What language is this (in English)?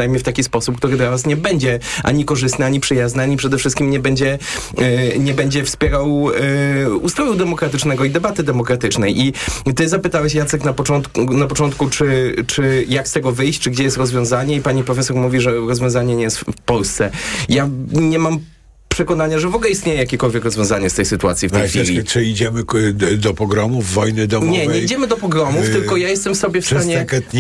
Polish